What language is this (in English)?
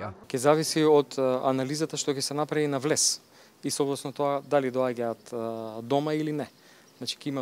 Macedonian